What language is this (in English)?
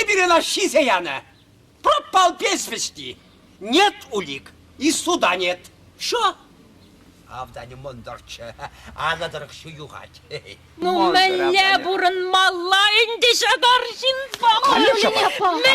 Chuvash